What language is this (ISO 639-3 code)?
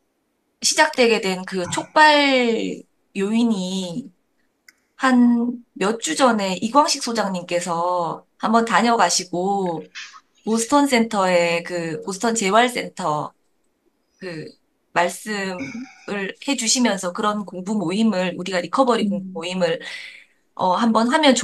kor